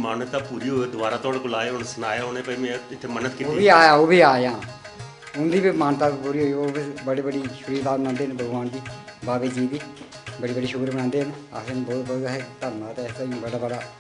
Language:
Dogri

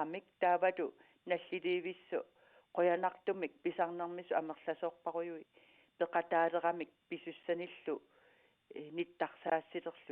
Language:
Kalaallisut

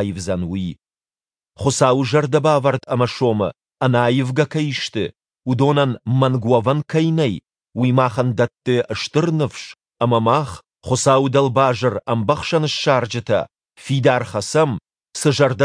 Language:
Ossetic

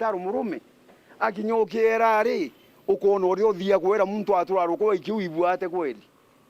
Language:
Meru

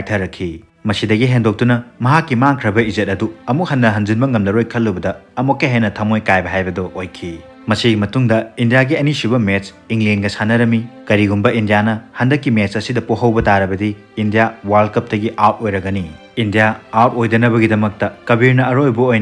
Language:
Manipuri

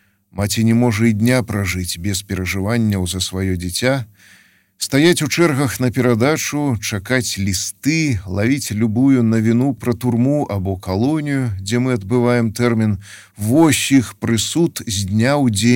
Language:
Belarusian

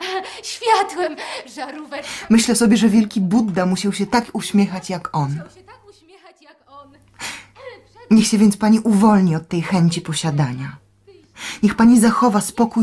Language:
Polish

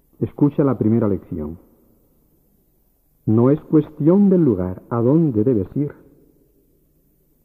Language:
Spanish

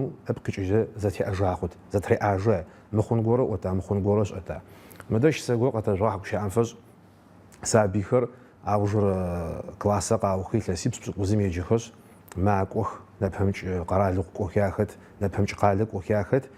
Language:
Adyghe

